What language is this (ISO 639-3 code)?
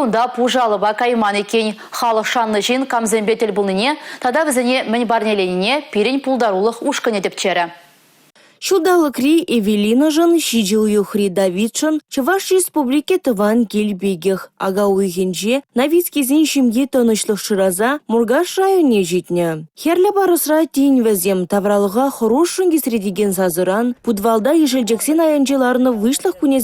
chv